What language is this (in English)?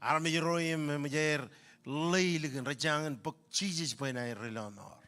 Marshallese